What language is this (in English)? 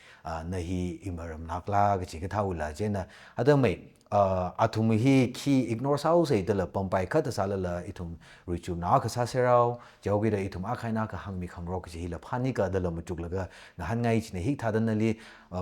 Tangkhul Naga (India)